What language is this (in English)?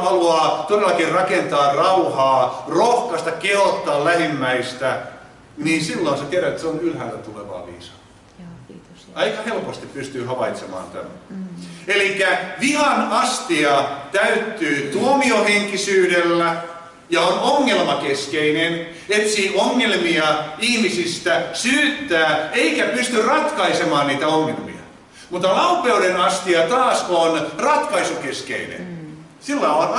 Finnish